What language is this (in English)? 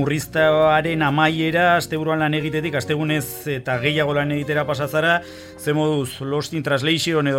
Basque